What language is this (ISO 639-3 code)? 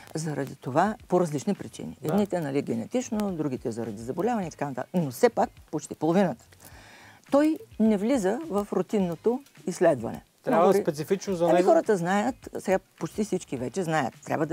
bul